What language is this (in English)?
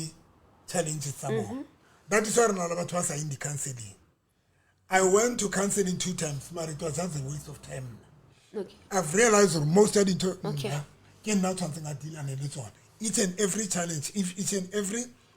Southern Sotho